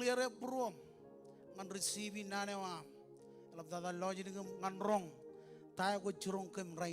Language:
Marshallese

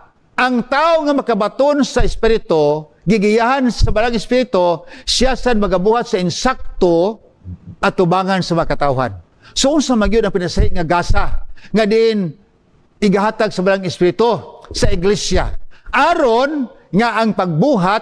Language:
Cebuano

